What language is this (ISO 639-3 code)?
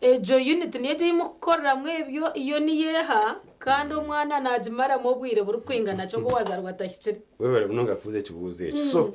nyn